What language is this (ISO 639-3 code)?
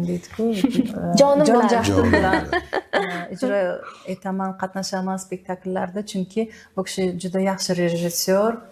uzb